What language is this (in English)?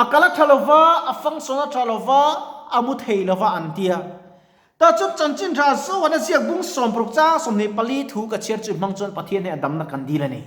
Mizo